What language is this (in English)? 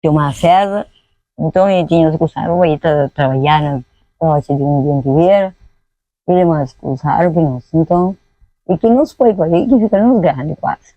Kabuverdianu